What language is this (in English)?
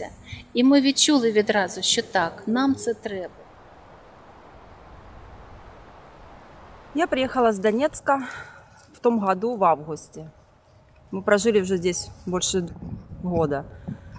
Ukrainian